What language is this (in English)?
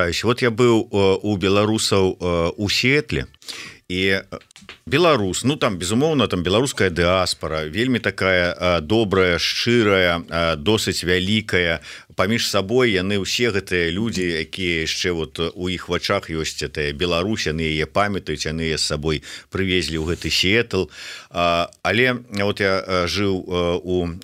Belarusian